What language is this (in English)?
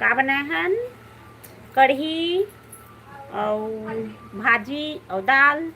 Chhattisgarhi